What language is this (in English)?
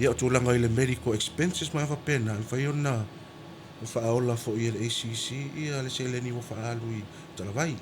Samoan